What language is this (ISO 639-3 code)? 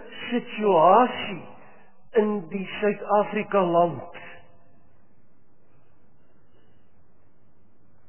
afr